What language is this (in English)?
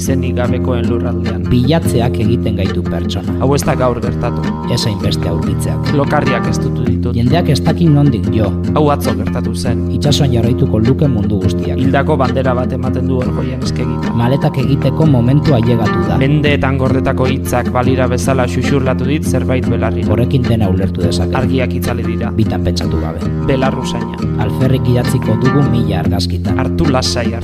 Basque